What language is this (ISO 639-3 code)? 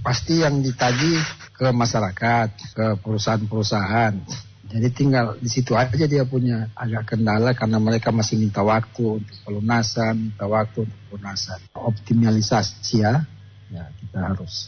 ind